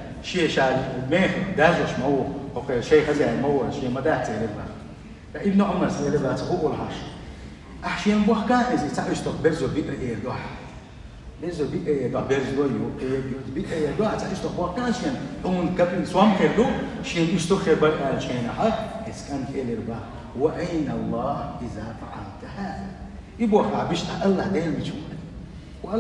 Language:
Chechen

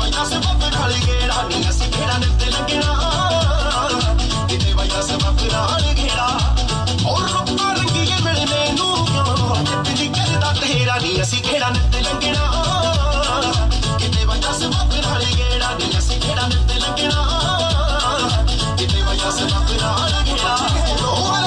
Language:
Punjabi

